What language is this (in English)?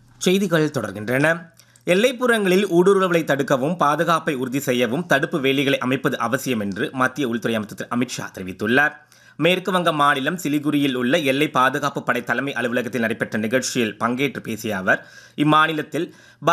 Tamil